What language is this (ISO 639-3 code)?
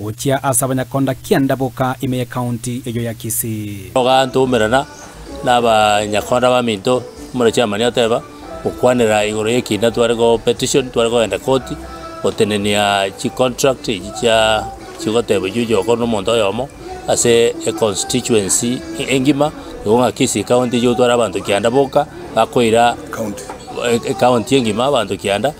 guz